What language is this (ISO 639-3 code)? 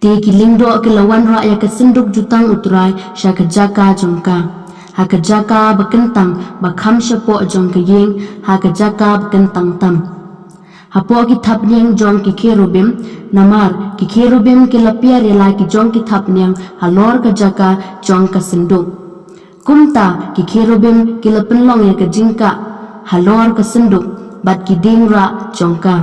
kha